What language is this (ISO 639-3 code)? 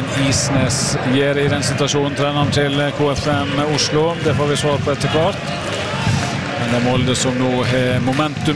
nor